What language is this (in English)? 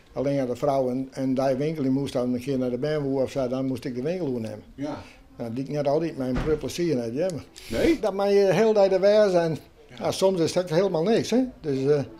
Western Frisian